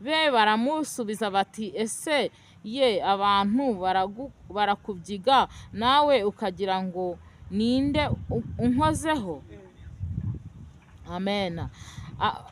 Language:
Kinyarwanda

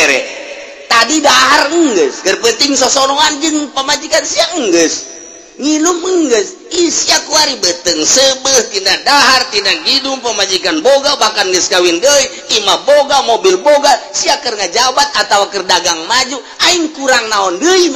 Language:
Sundanese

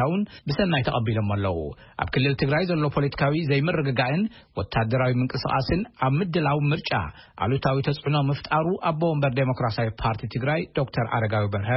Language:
Tigrinya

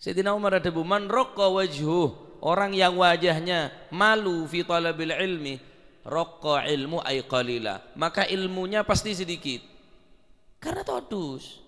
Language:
Madurese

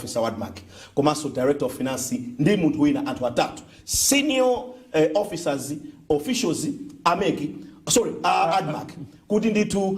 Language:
Nyanja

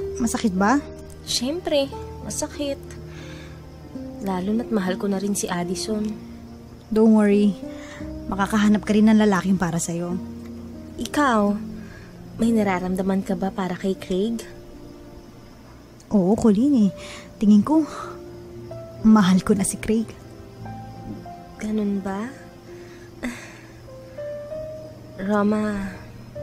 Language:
Filipino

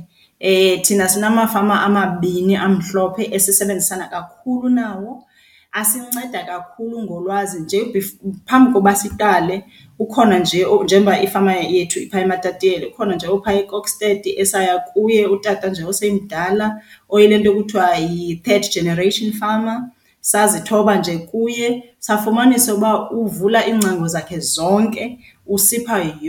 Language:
Xhosa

